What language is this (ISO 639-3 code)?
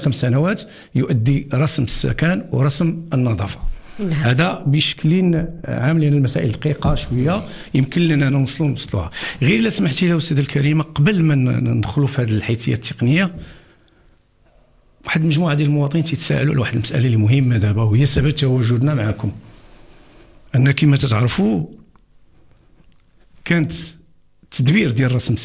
ary